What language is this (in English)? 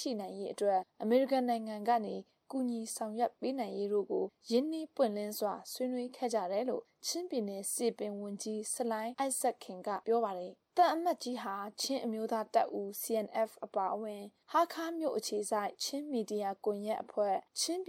Burmese